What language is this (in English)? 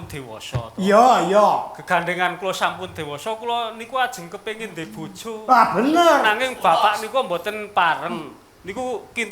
Javanese